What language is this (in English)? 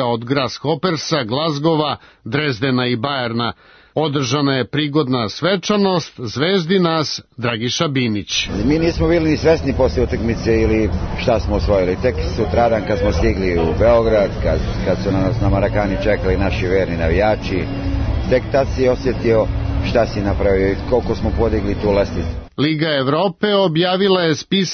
Serbian